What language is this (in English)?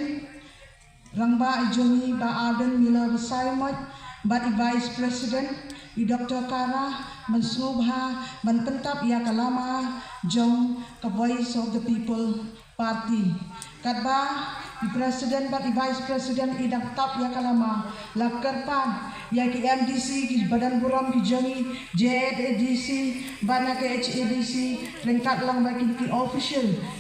Khasi